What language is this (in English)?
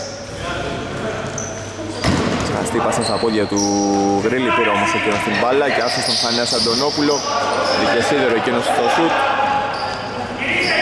Greek